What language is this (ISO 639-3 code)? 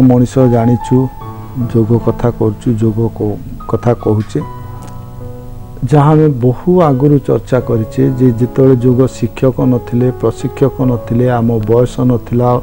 ori